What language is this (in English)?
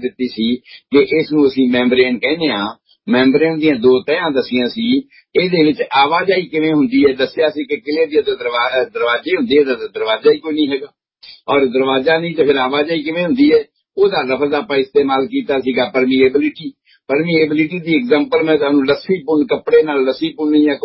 Punjabi